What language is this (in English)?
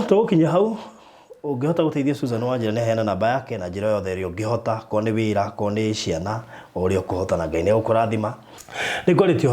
Kikuyu